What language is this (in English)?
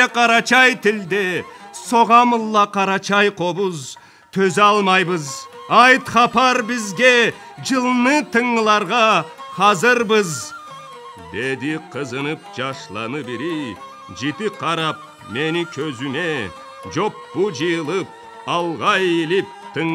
Karachay-Balkar